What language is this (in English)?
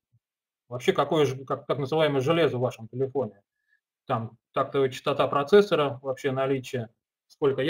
Russian